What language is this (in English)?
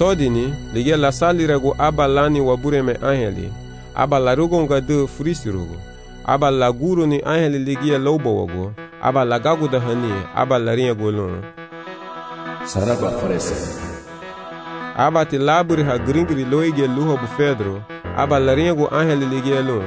Garifuna